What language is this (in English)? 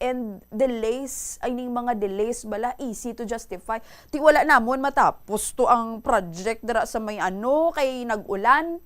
Hiligaynon